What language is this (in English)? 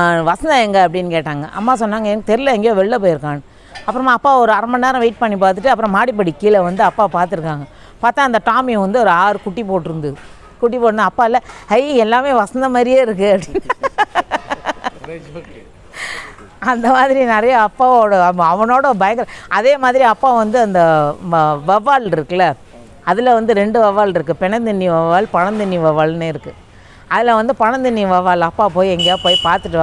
Tamil